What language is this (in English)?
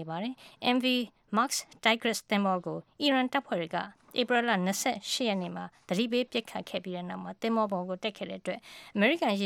Burmese